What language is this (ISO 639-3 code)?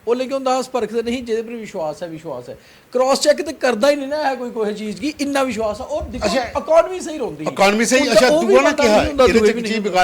doi